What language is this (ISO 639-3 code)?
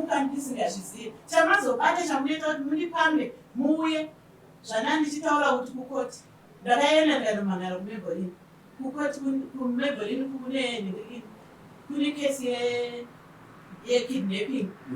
sna